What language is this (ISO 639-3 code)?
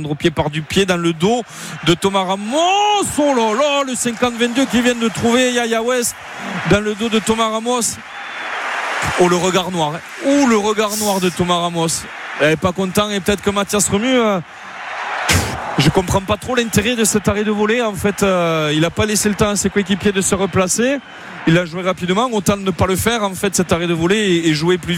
fra